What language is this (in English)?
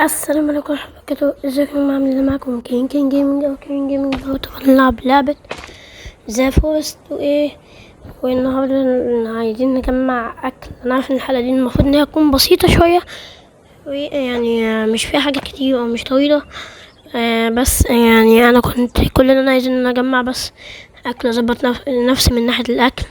Egyptian Arabic